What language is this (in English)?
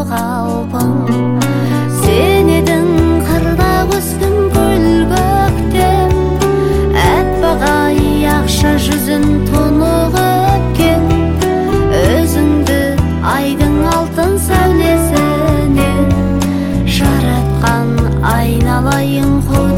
Kazakh